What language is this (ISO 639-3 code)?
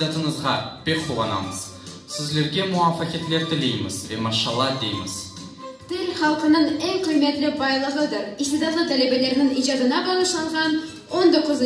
crh